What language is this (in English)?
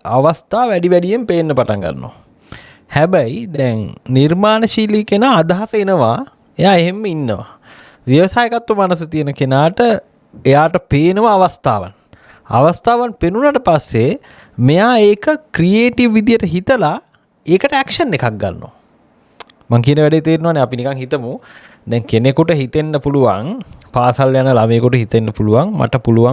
Sinhala